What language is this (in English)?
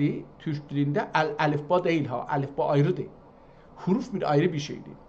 South Azerbaijani